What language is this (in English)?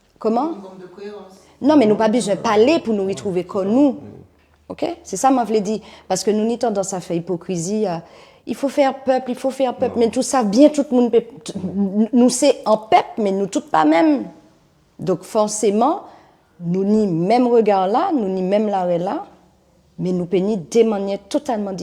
Guadeloupean Creole French